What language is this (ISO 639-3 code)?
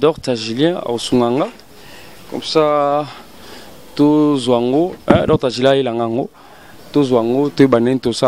lin